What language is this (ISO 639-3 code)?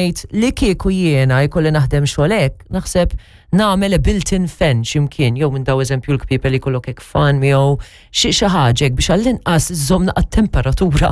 mlt